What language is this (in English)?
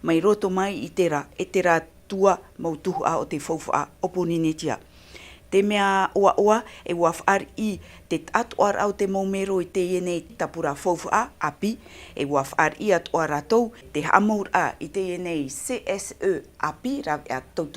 Tahitian